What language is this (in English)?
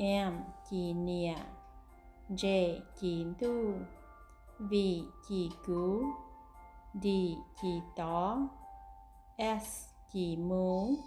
Hmong